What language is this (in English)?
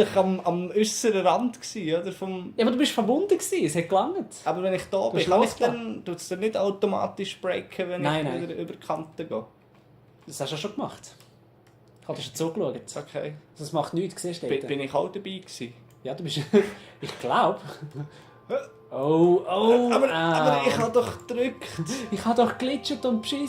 Swiss German